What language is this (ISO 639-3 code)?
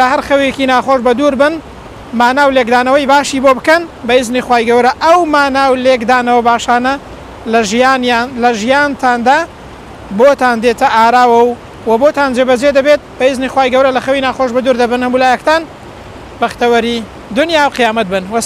ckb